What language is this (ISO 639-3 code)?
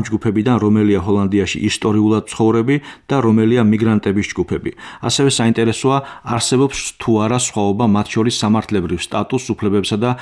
kat